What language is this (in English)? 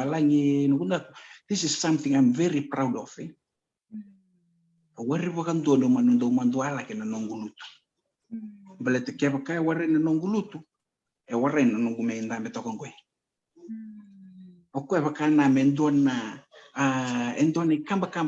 Fijian